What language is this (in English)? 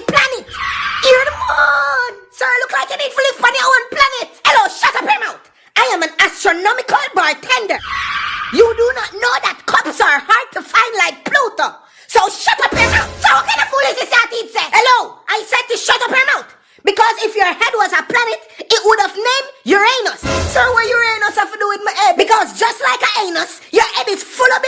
Jamaican Creole English